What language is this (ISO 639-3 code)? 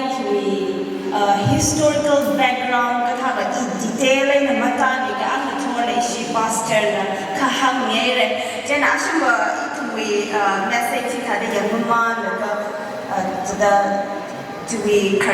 nmf